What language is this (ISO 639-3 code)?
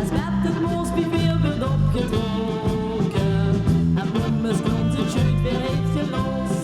lim